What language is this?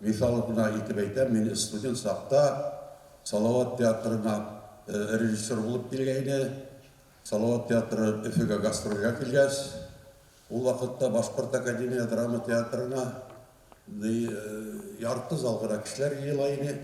Bashkir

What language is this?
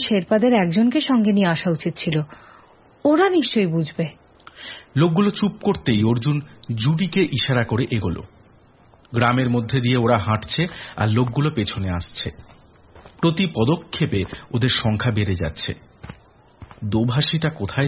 Bangla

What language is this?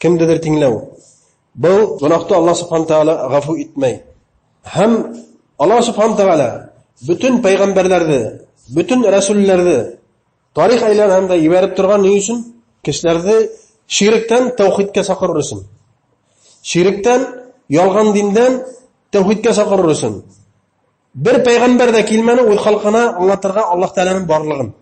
Bashkir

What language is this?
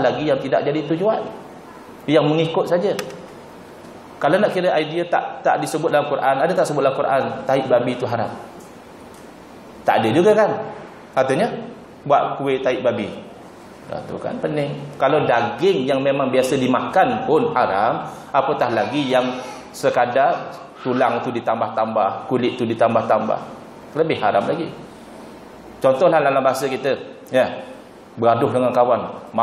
Malay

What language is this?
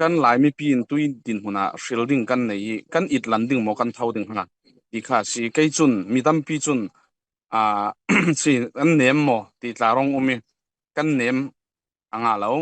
Falam Chin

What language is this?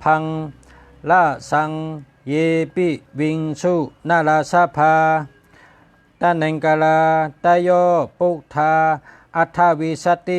Shan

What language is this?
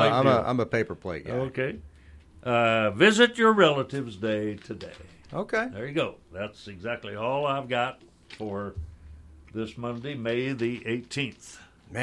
English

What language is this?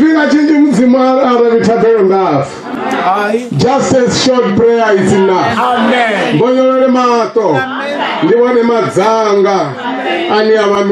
Venda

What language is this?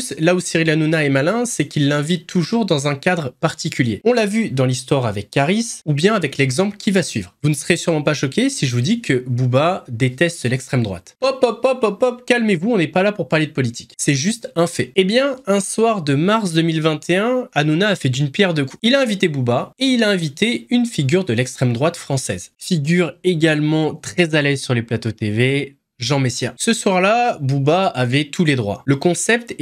French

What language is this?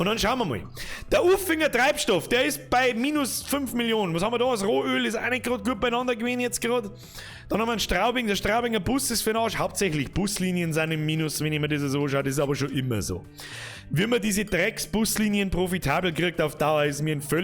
Bavarian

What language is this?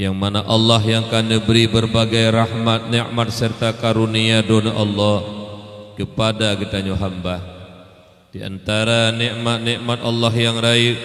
Achinese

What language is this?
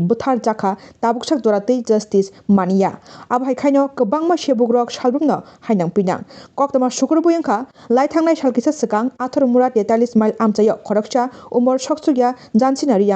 Kok Borok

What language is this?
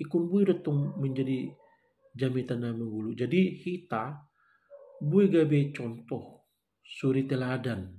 Batak Toba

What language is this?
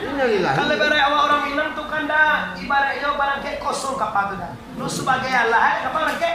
Minangkabau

